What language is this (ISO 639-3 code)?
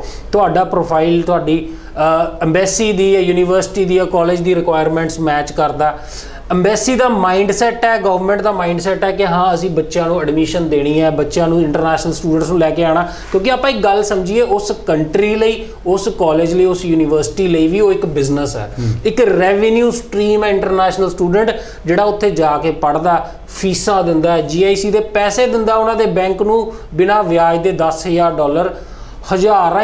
pan